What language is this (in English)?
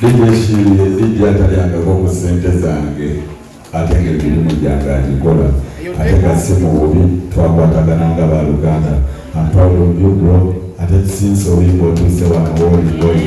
Ganda